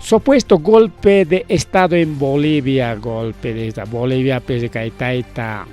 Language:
Ayacucho Quechua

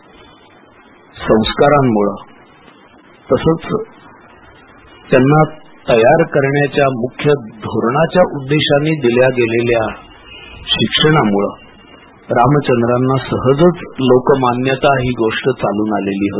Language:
Marathi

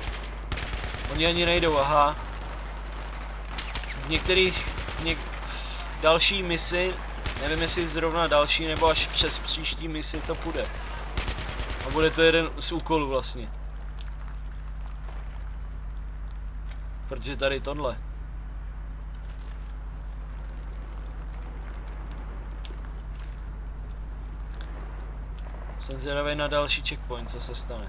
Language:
Czech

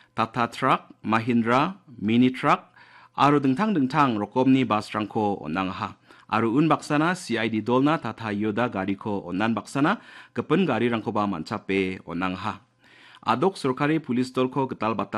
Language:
Garo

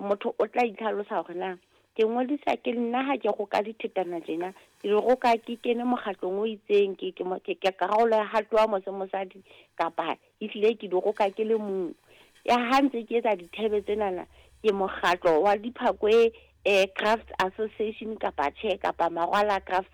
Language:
Southern Sotho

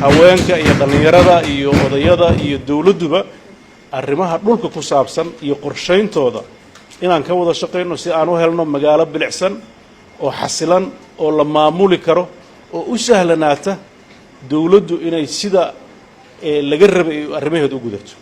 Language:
Somali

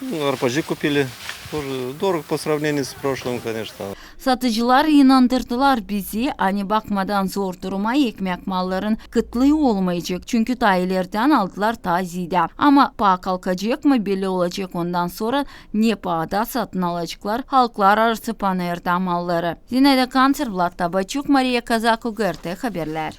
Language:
Gagauz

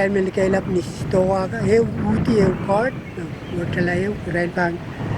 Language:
Pohnpeian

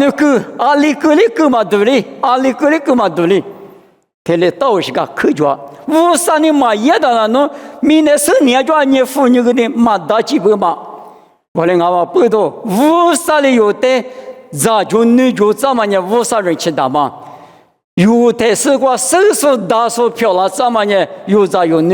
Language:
Lisu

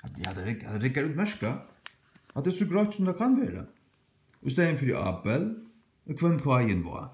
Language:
Faroese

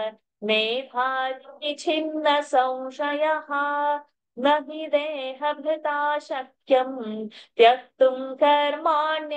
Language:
Sanskrit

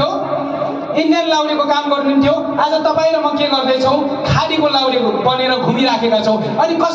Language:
Nepali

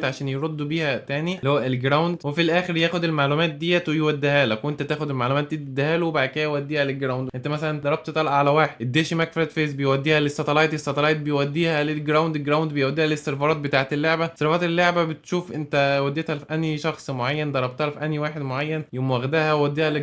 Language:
Egyptian Arabic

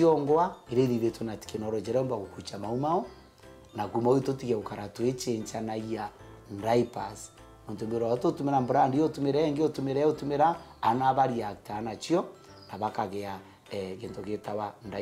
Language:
Meru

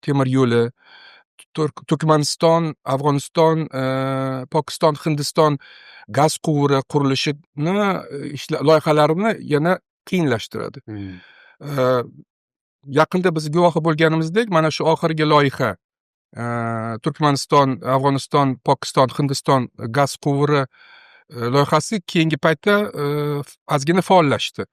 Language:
Uzbek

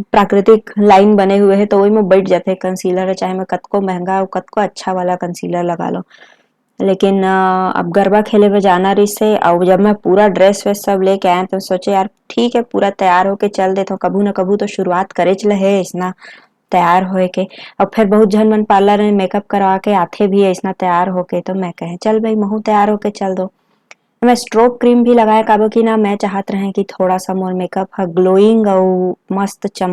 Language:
Chhattisgarhi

